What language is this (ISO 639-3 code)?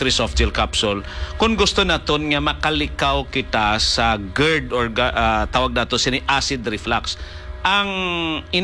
hil